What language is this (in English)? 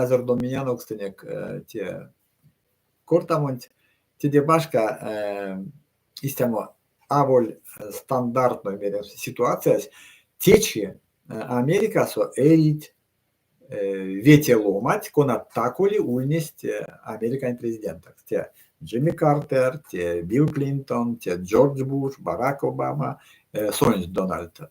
Erzya